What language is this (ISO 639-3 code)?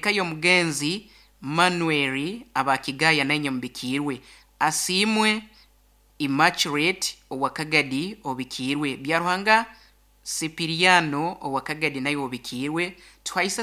nyn